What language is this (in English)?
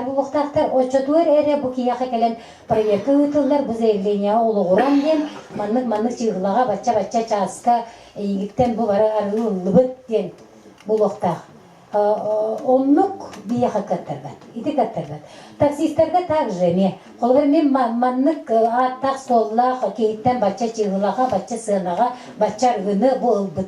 Yakut